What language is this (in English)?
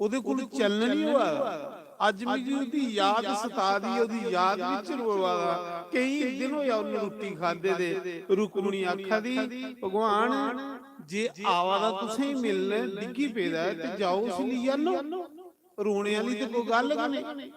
Dogri